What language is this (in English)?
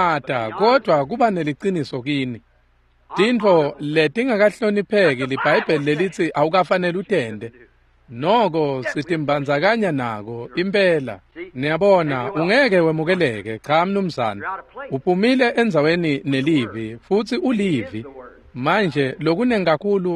Swati